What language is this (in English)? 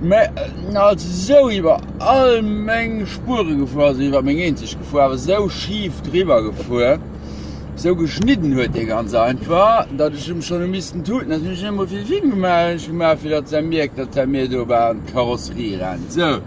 Luxembourgish